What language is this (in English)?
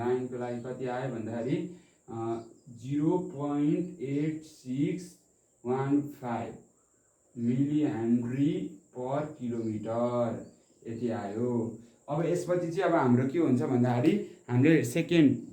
Nepali